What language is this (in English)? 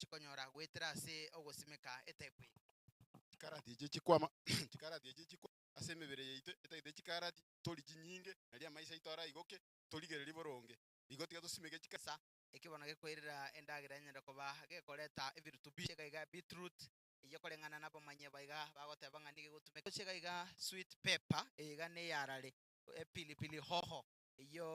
Gusii